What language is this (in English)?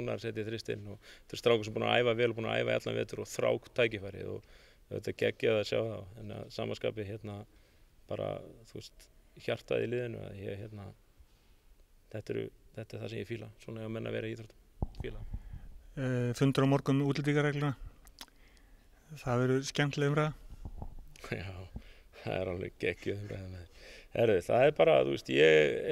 Icelandic